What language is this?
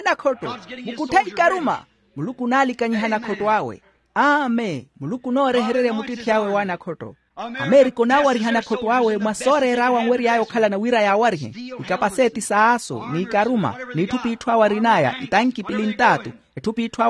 Makhuwa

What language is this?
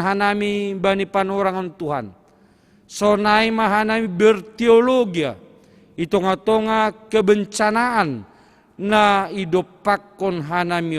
Batak Simalungun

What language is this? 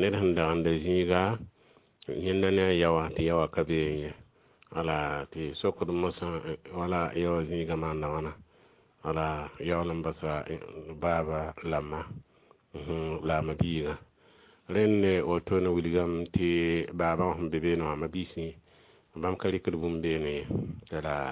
Mossi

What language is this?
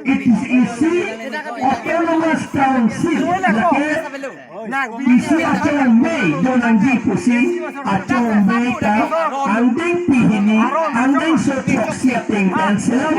Karbi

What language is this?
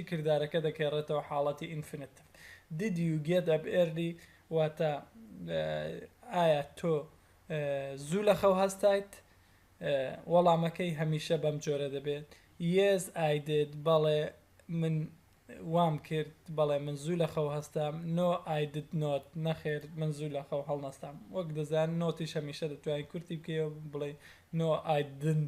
Central Kurdish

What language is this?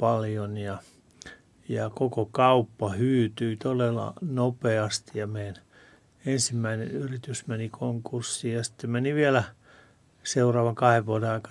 Finnish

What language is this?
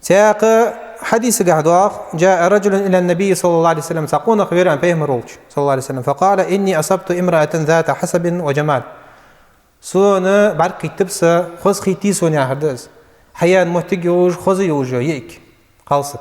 Ingush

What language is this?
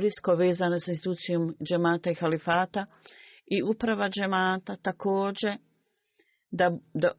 Bosnian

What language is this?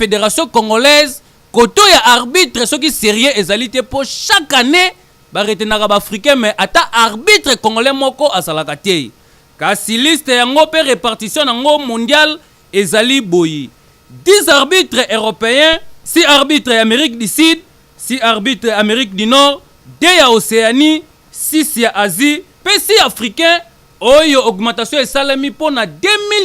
Lingala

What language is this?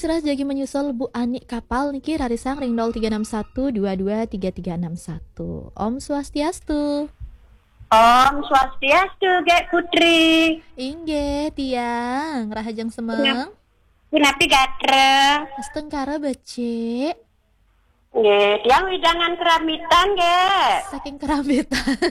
Balinese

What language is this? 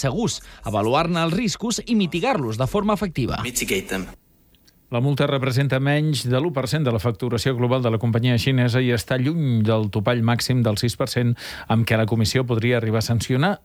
Catalan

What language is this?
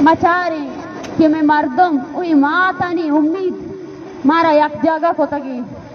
Baluchi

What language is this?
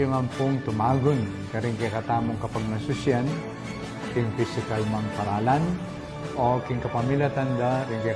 Pampanga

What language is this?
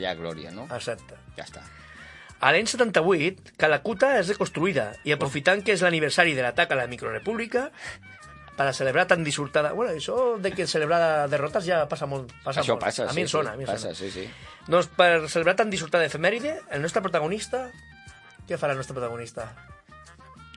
Catalan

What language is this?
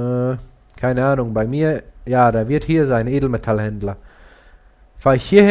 Swiss German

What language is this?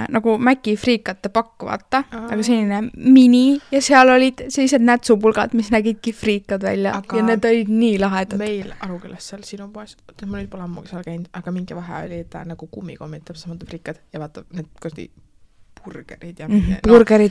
Estonian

